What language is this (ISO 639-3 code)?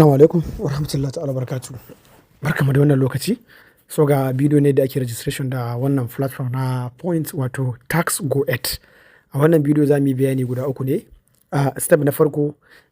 hau